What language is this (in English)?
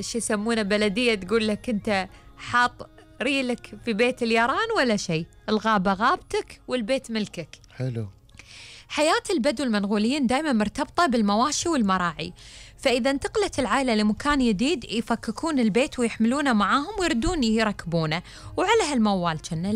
Gulf Arabic